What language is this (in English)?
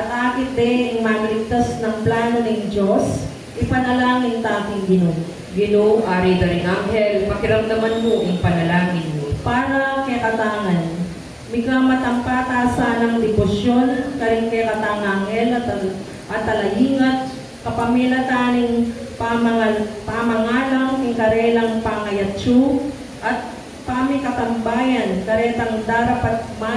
Pampanga